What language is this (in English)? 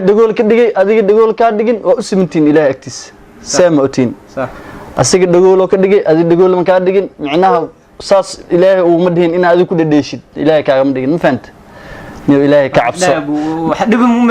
Somali